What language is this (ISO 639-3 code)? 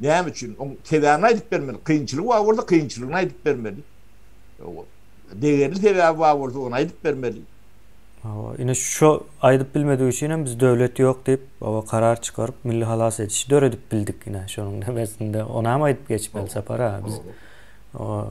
tuk